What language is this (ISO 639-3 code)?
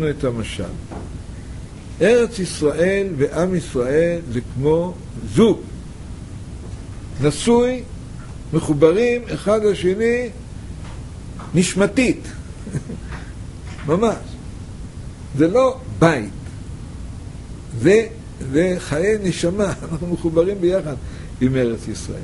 heb